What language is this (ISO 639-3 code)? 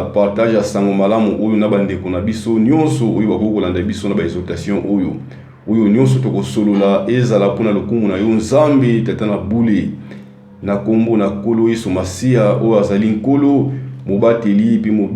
lin